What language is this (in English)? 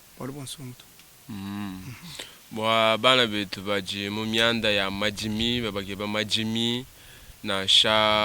Luba-Lulua